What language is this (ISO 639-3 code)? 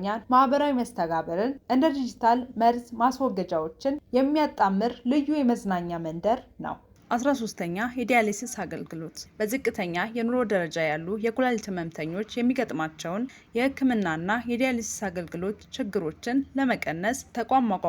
amh